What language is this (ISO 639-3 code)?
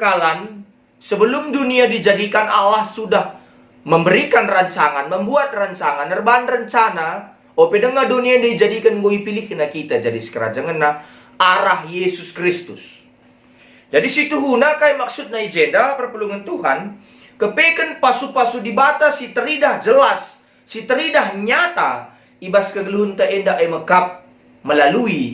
btx